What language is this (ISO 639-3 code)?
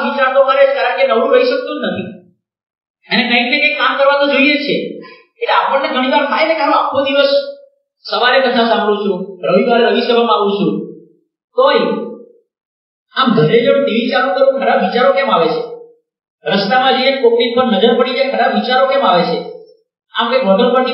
guj